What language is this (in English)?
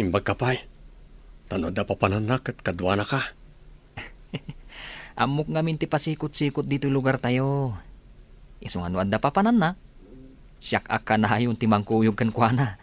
Iloko